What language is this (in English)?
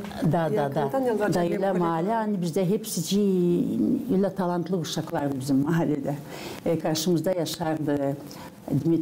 Gagauz